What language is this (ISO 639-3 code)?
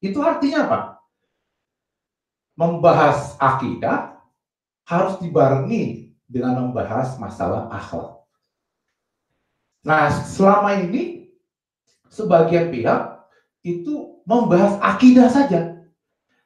ind